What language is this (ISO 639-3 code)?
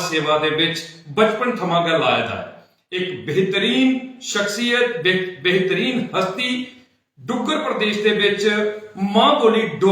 doi